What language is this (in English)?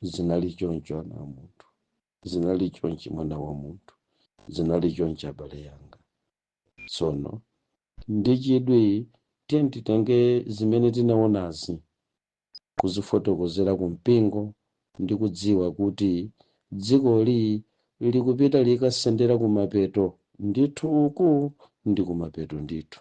Nyanja